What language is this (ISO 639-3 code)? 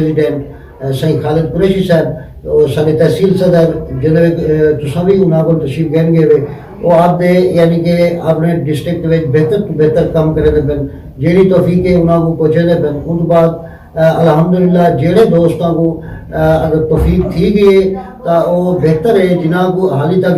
skr